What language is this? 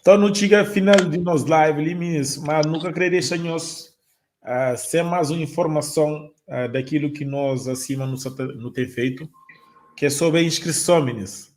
Kabuverdianu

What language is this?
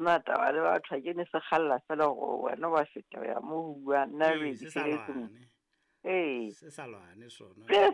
Southern Sotho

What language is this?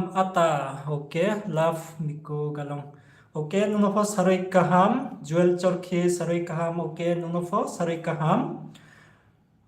Riang (India)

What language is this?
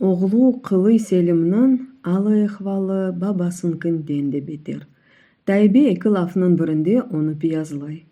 Crimean Tatar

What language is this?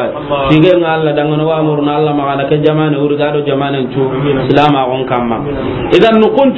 Soninke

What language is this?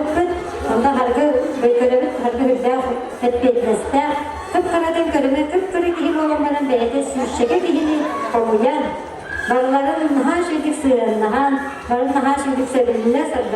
Yakut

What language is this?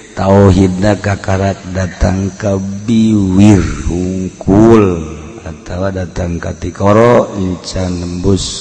Sundanese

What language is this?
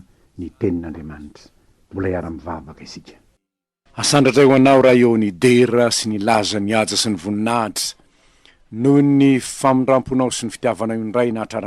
Malagasy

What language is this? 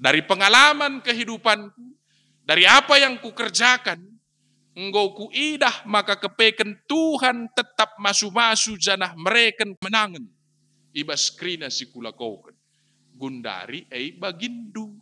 Batak Karo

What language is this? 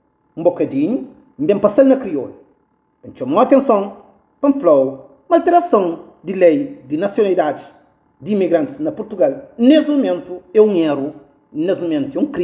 Kabuverdianu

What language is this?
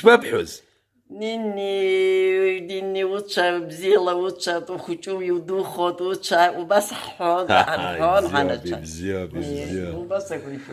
Abkhazian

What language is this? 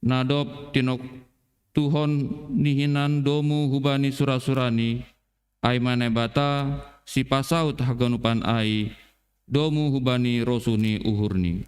Batak Simalungun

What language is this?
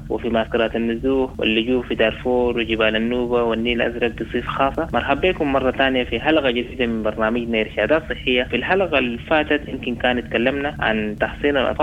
Sudanese Arabic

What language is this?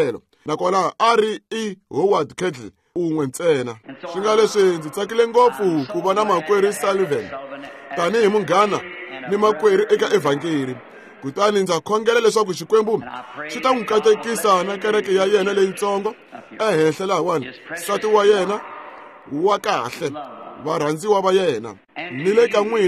Tsonga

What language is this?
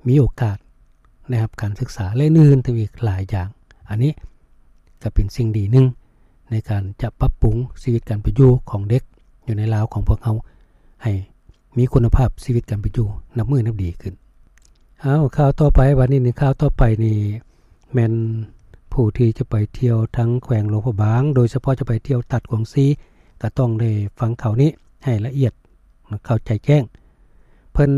Lao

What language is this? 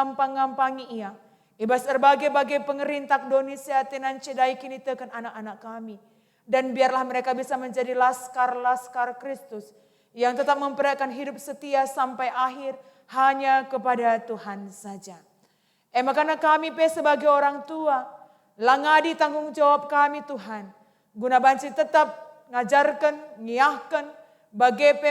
Batak Karo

